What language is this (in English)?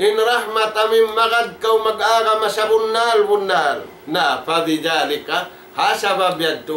Tausug